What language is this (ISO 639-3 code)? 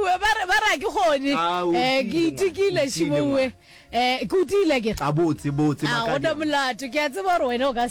nso